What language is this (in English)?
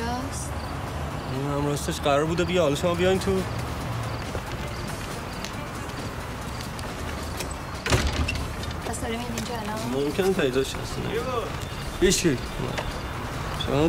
Persian